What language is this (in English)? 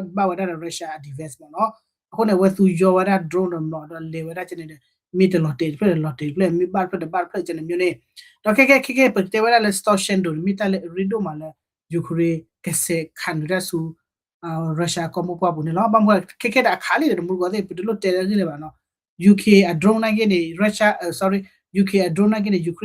S'gaw Karen